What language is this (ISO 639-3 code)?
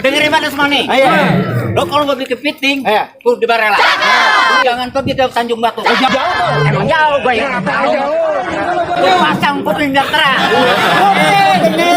bew